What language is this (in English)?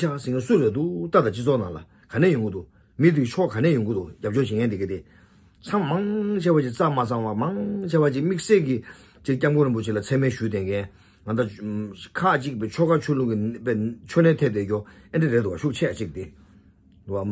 Tibetan